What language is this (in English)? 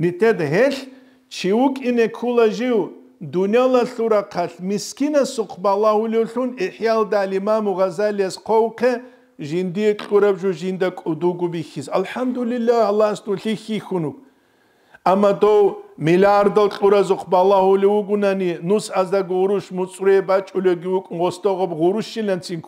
Avaric